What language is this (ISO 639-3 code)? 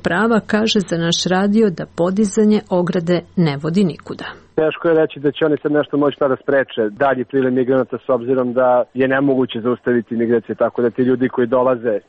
srp